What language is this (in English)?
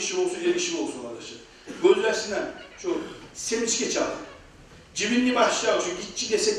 Kumyk